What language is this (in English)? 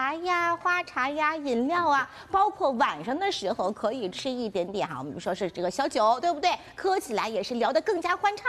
Chinese